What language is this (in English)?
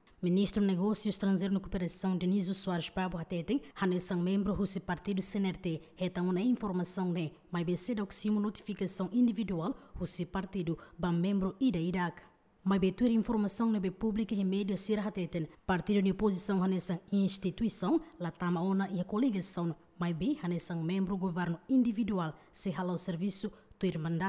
Tetum